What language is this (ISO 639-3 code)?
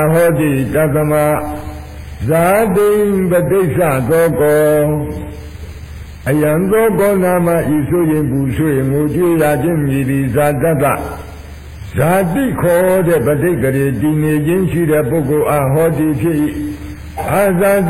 mya